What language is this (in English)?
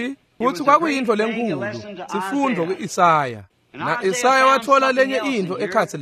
Swati